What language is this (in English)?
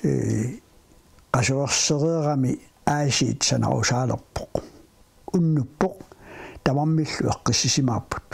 Kalaallisut